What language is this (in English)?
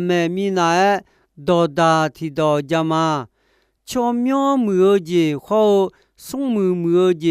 Akha